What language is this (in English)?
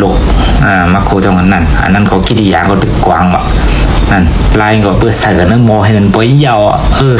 Shan